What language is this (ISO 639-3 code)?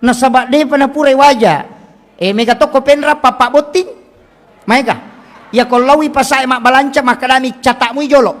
bug